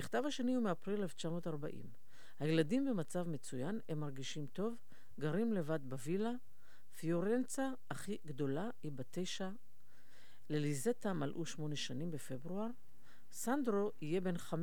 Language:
Hebrew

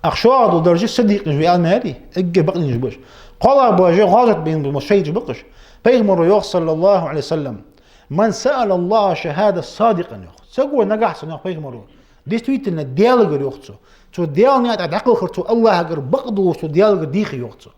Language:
Ingush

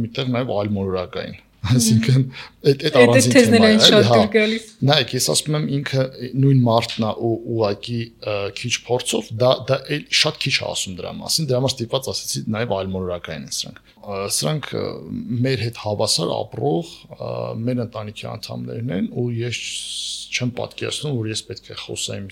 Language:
Armenian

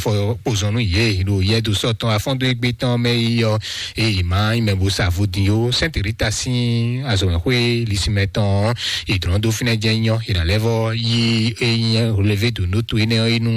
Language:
Fon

